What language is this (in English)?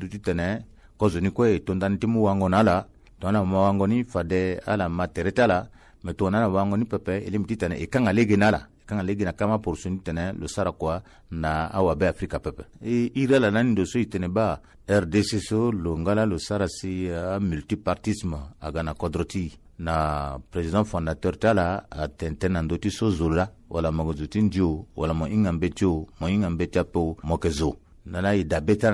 Sango